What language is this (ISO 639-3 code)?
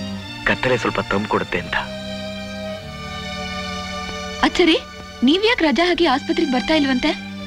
kan